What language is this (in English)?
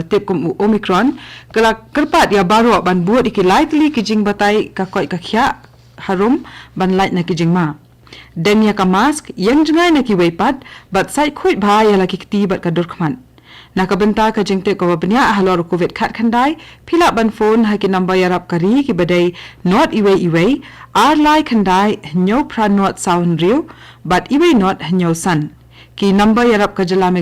Khasi